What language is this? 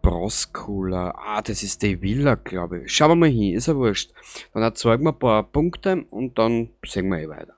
Bavarian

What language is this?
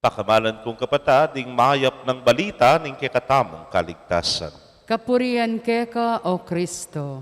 Pampanga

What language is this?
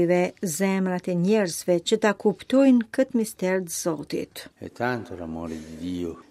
Albanian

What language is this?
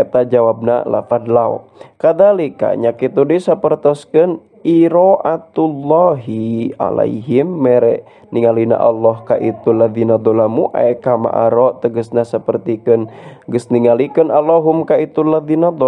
Sundanese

